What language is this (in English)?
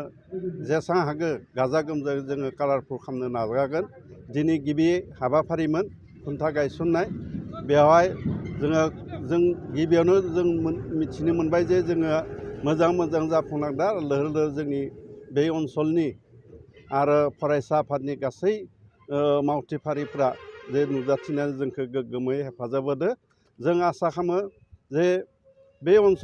Bodo